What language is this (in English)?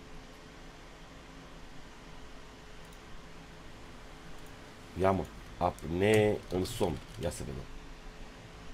Romanian